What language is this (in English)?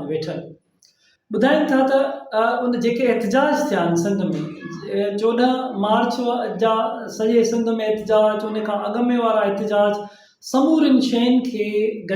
Sindhi